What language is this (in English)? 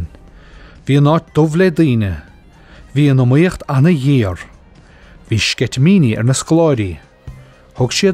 Irish